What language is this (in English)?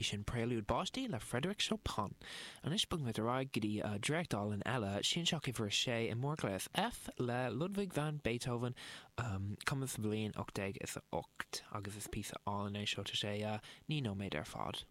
Irish